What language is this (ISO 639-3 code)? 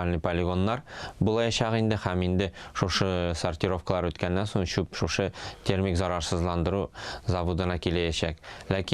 tat